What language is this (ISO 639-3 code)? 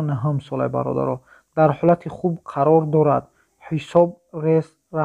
tgk